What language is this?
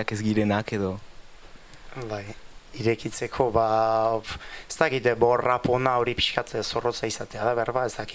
Basque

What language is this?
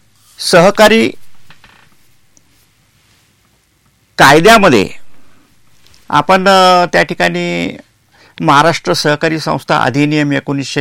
Marathi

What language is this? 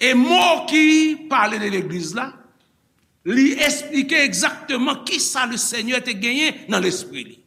Haitian Creole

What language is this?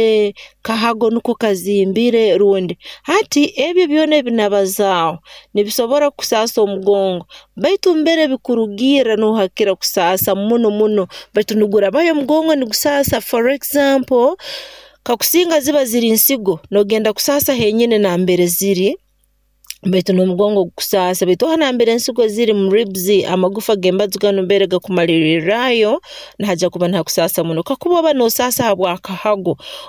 Nyoro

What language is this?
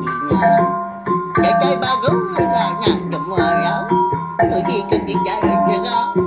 Iban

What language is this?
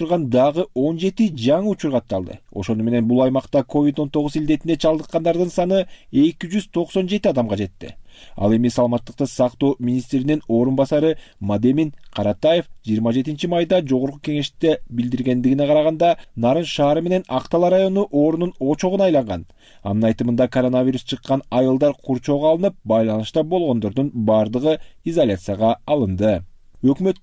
Kyrgyz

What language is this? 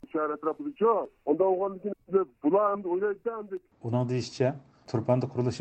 Uyghur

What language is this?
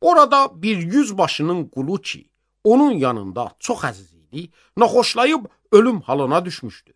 Azerbaijani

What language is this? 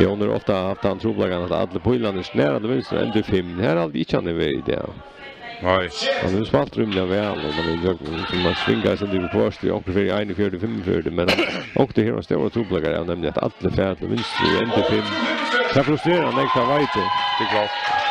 Faroese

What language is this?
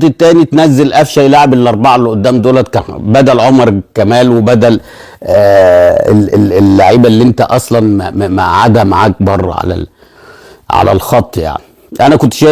Egyptian Arabic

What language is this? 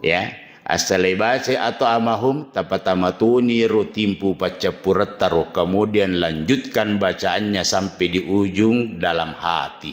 Buginese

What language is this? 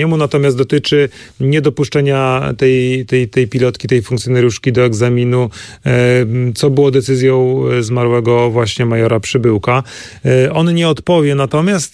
Polish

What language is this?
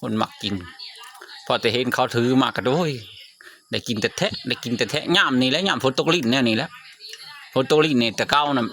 Lao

